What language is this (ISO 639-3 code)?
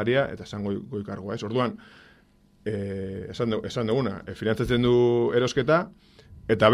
eus